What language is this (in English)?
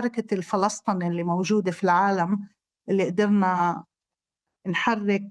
North Levantine Arabic